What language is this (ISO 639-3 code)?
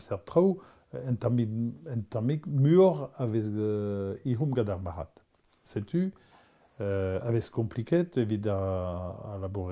bre